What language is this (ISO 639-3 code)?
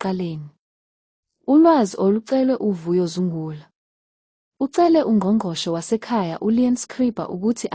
zul